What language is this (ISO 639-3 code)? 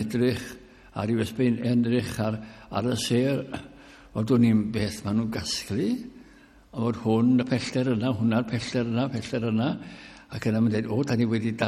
cym